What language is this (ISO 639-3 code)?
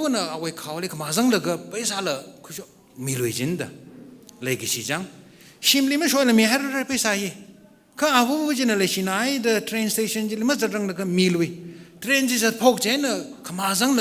nmf